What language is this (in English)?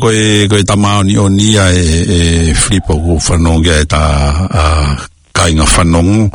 Tongan